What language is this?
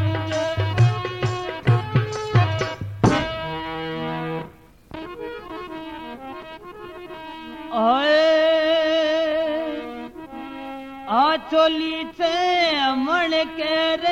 Bhojpuri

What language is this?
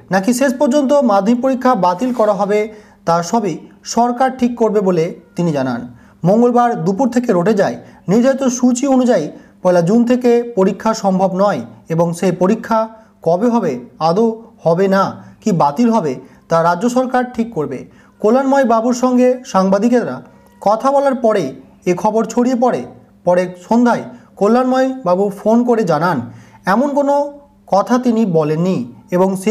Bangla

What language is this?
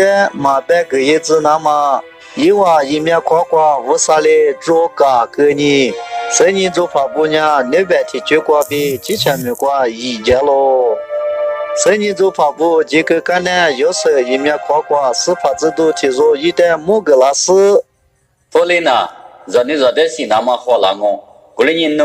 Lisu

